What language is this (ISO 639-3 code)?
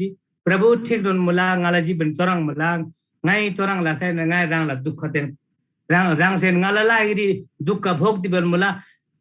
taj